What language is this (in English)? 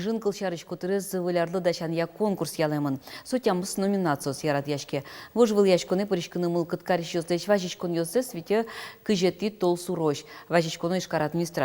Udmurt